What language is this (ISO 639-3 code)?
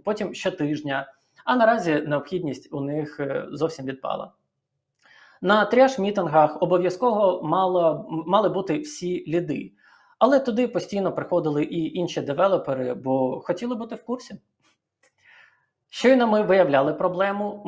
ukr